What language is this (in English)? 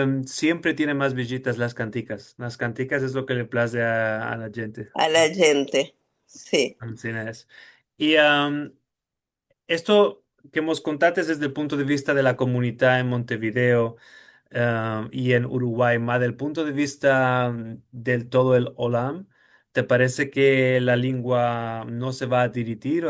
Ladino